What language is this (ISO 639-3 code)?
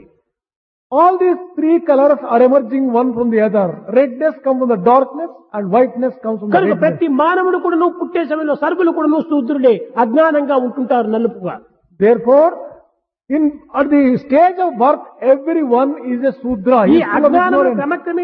tel